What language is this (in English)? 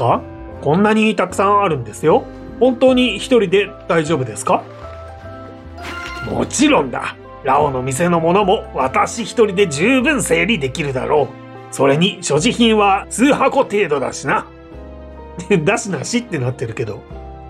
Japanese